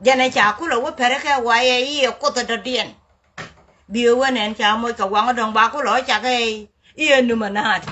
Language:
Nuer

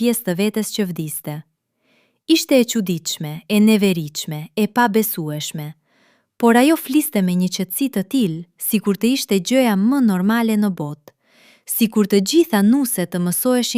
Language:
Albanian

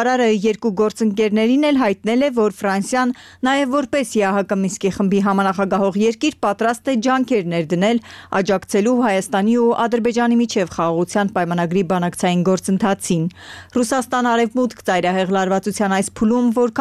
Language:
Armenian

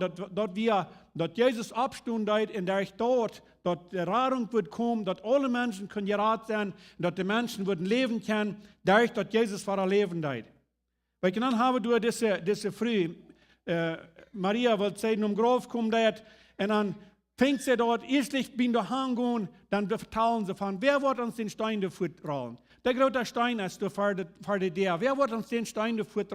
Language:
Plautdietsch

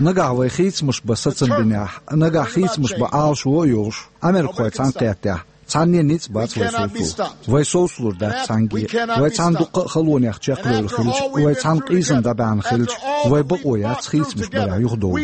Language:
Chechen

